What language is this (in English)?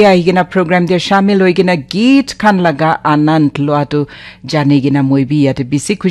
Naga Pidgin